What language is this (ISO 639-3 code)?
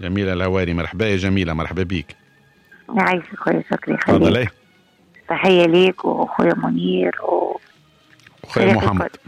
aeb